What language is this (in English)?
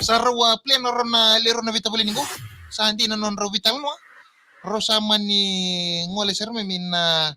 Fijian